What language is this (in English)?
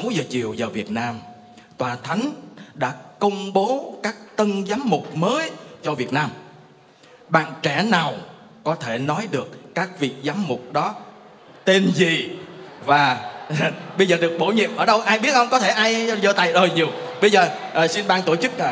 Vietnamese